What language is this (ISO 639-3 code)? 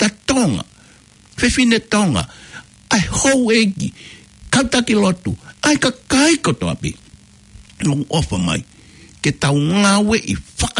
ton